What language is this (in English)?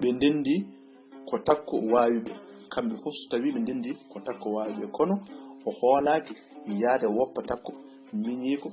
Fula